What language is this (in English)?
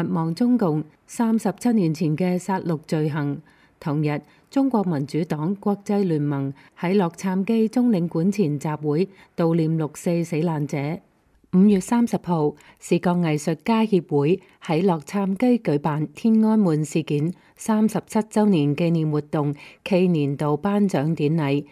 Cantonese